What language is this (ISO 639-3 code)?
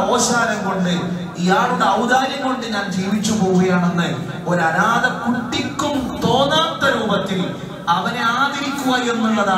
mal